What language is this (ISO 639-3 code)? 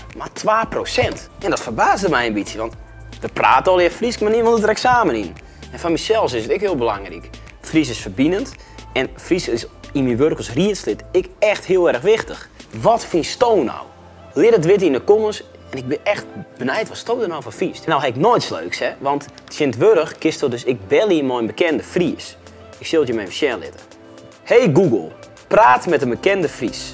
fry